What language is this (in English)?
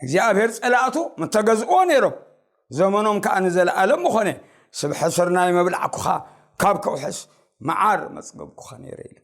Tigrinya